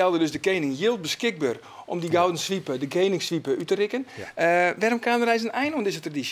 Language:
Western Frisian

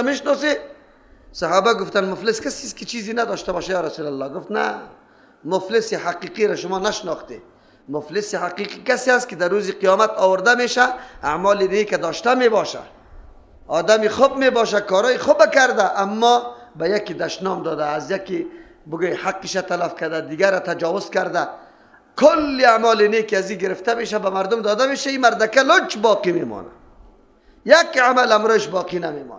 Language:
Persian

